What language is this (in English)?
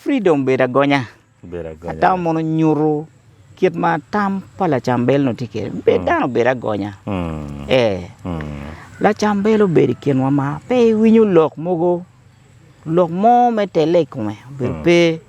Acoli